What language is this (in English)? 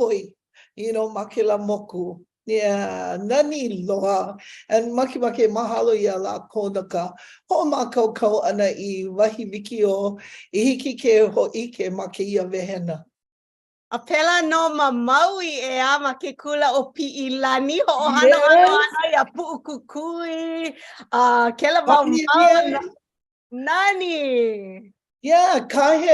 Hawaiian